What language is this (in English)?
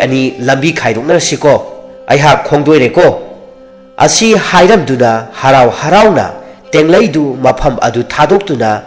Manipuri